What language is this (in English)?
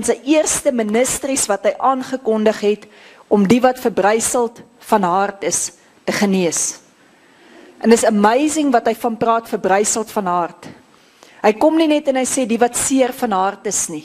Afrikaans